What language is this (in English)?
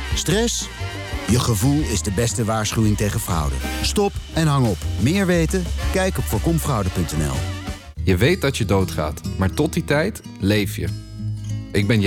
Dutch